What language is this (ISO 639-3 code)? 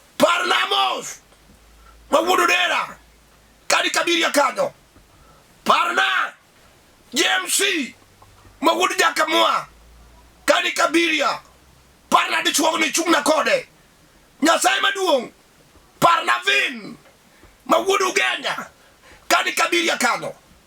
luo